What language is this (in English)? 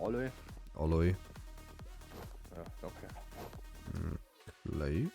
Bavarian